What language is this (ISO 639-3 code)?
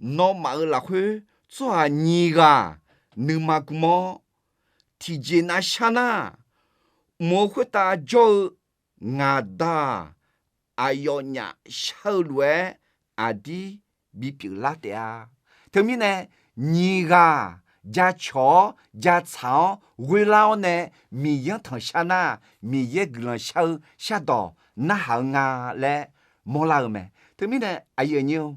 ahk